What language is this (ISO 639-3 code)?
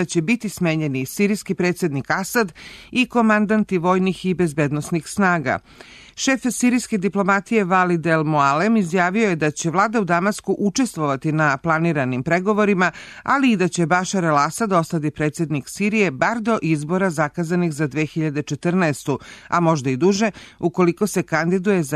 srp